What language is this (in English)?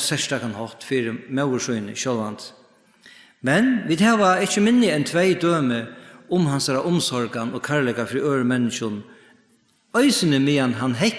Faroese